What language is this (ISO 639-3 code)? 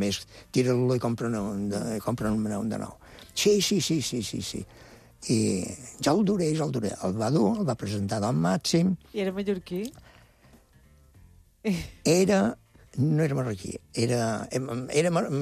cat